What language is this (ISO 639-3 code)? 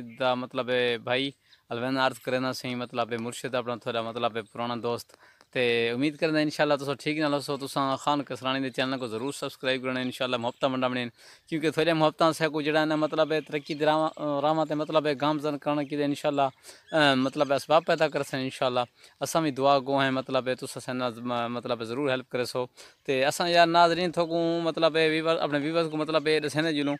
skr